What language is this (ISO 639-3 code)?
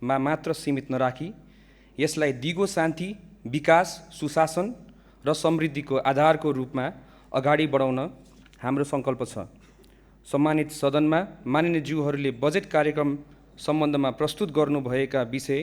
nep